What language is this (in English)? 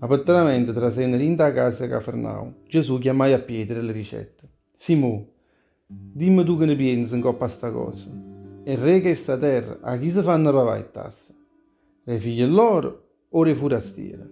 Neapolitan